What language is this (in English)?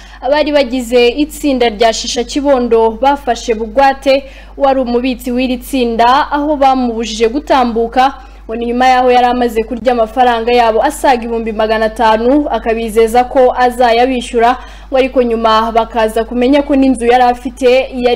Kinyarwanda